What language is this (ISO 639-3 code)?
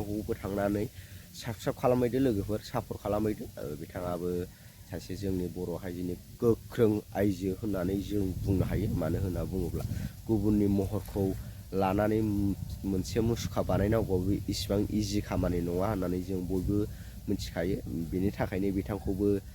brx